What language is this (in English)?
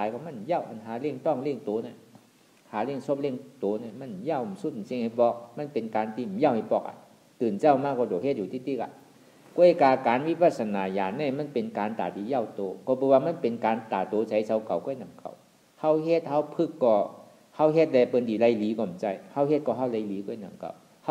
Shan